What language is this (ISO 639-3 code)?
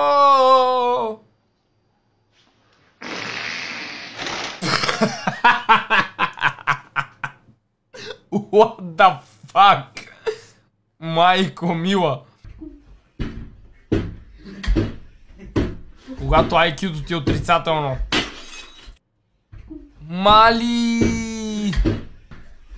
bul